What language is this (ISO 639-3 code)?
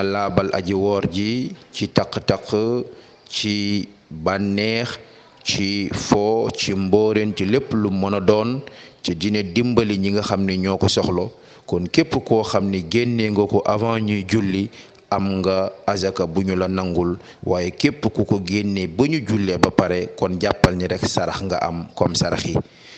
wol